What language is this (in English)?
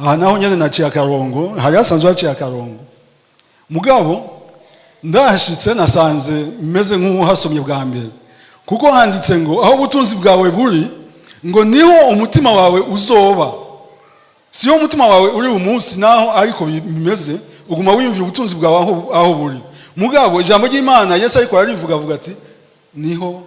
Rundi